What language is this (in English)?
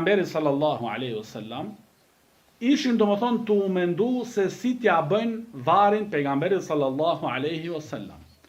Albanian